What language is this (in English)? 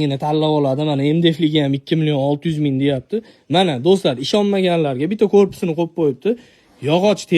Uzbek